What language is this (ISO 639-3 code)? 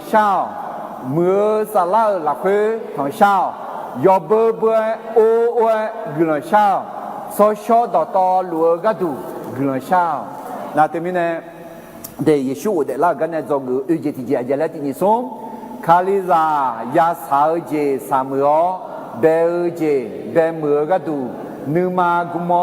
ahk